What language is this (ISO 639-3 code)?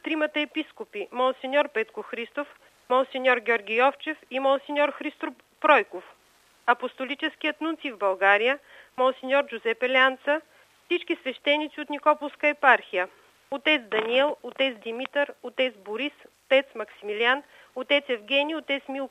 bul